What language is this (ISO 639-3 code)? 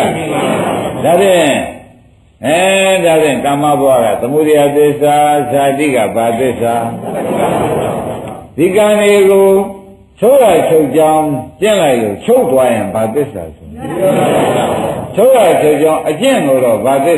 mya